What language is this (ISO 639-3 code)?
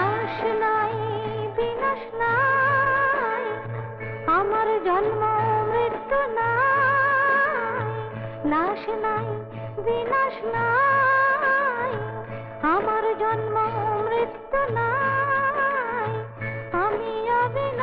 ben